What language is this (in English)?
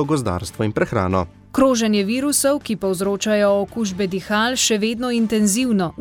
Slovenian